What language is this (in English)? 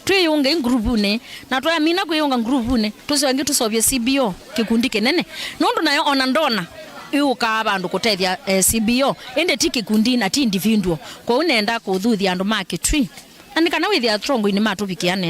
Kamba